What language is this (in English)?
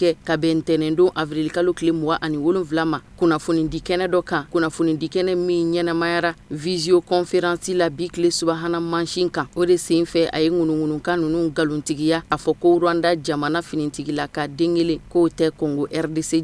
Bambara